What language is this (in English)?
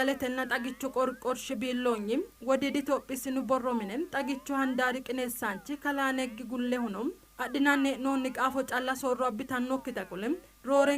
Sidamo